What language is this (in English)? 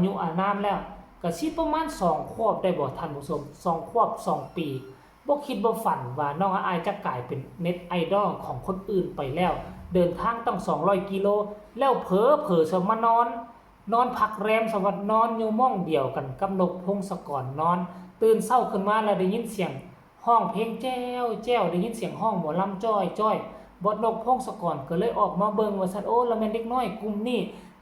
Northeastern Thai